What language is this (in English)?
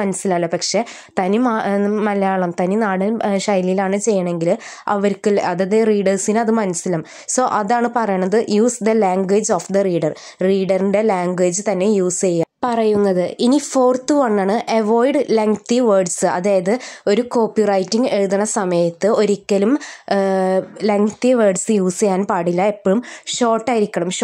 Malayalam